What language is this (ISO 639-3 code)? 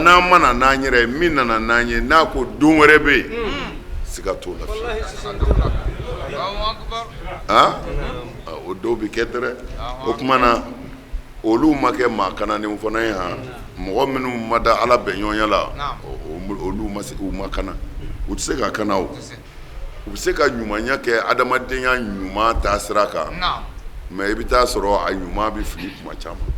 bam